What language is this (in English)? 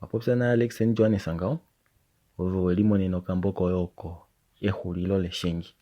Kuanyama